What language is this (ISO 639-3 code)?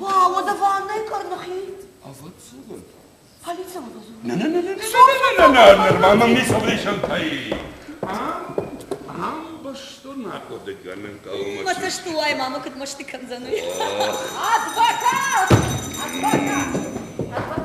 oss